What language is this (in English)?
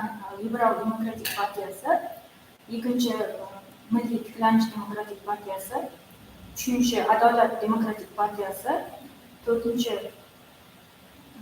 Kara-Kalpak